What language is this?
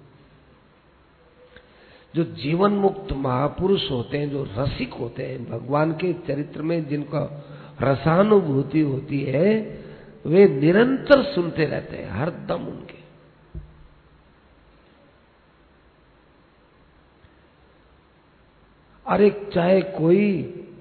Hindi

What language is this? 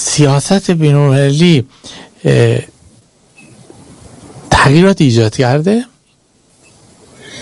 Persian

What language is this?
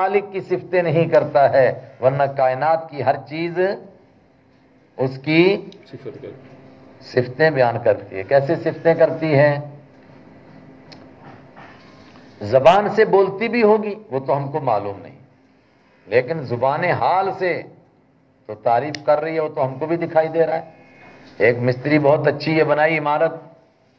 Urdu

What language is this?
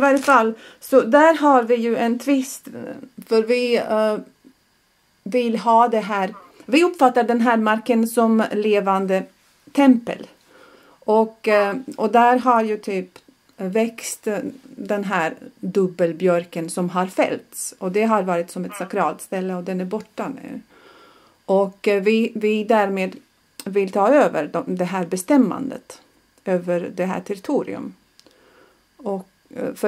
Swedish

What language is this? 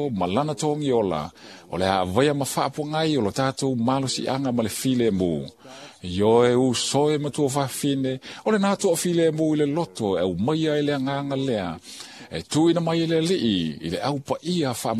Samoan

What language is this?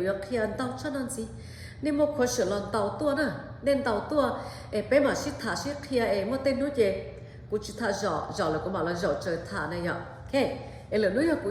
Hmong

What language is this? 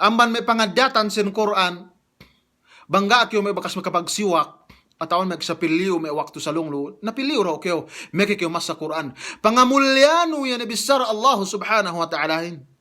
Yakan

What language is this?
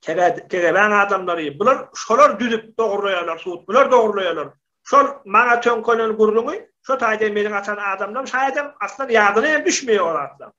Turkmen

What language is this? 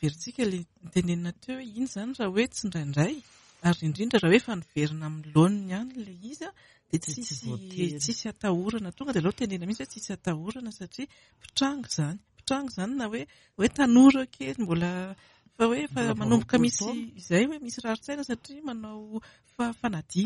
Malagasy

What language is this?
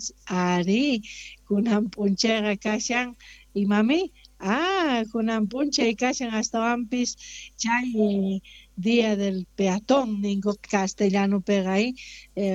Quechua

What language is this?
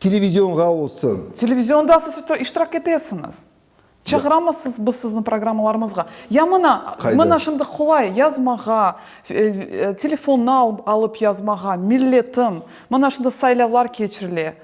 Crimean Tatar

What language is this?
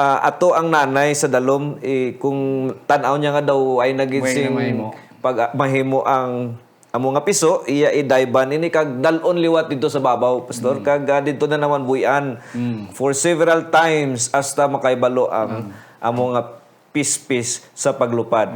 Hiligaynon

